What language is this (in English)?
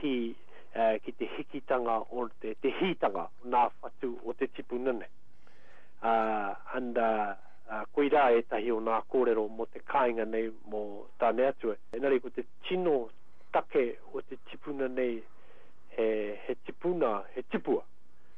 Māori